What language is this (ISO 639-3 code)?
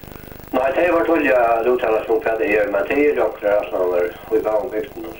fao